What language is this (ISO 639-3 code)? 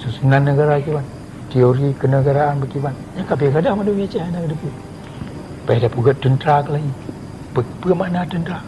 ace